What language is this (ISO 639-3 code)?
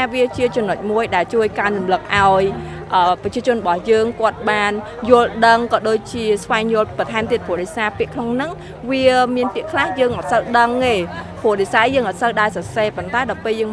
khm